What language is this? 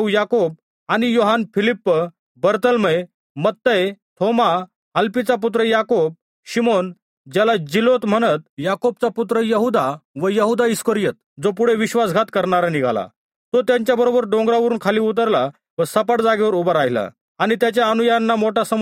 Marathi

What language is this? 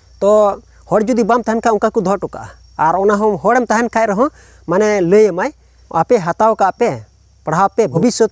Santali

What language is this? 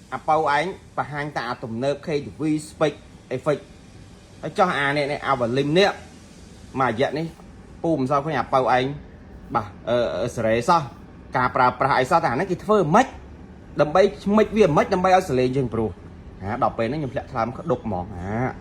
Khmer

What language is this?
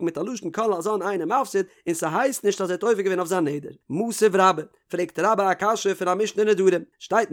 Yiddish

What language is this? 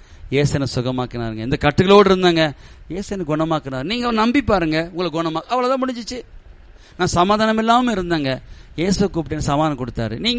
Tamil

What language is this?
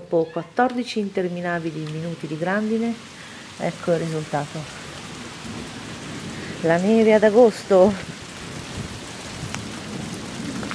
Italian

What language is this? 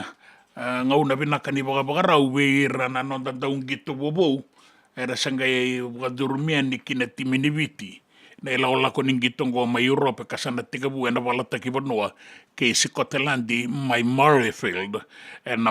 Fijian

